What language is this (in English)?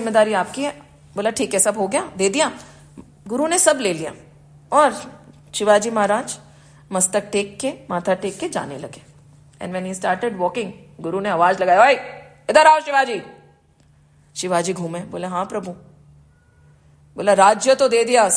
Hindi